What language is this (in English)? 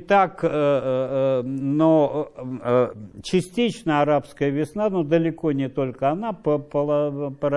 Russian